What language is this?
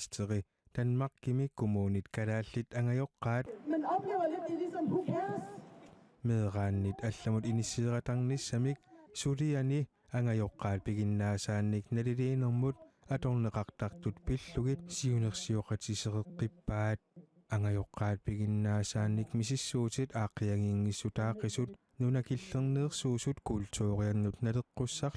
Kalaallisut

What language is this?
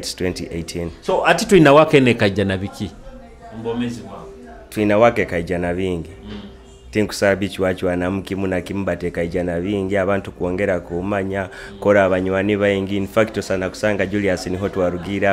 Nyoro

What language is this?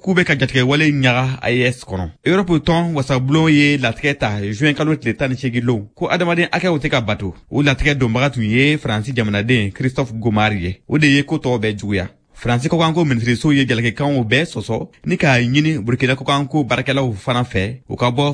Bambara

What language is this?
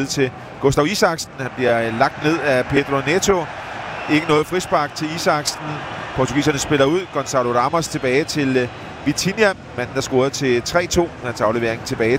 Danish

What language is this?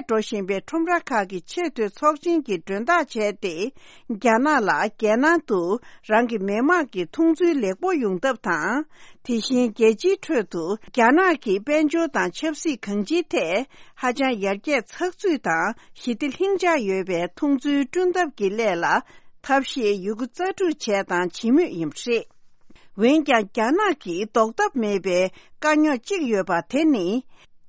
Tibetan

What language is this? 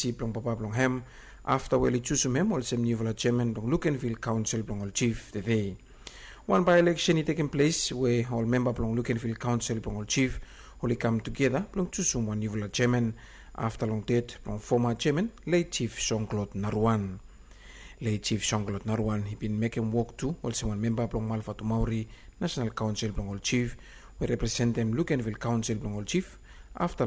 Bislama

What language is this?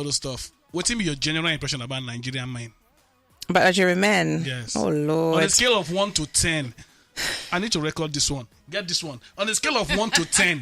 Nigerian Pidgin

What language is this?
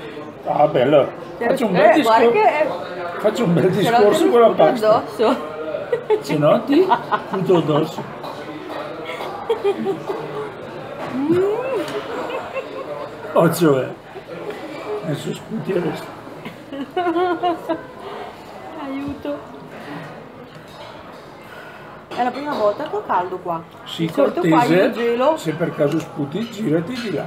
Italian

